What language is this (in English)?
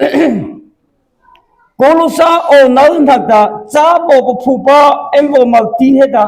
Mara Chin